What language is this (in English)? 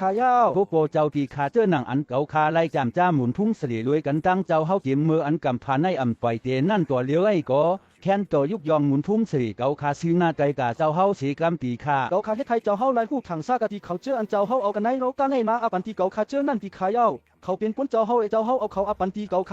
Shan